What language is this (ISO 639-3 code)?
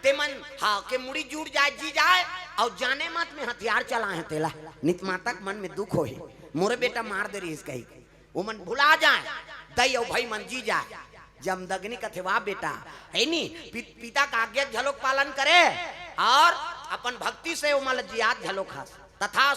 hne